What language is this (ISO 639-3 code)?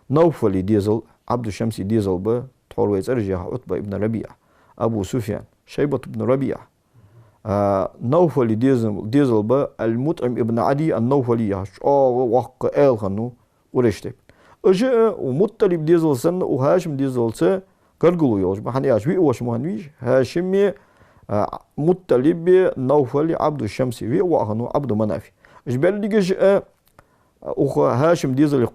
inh